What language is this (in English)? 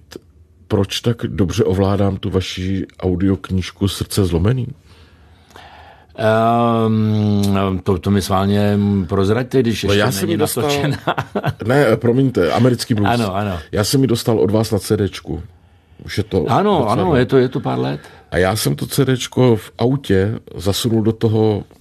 Czech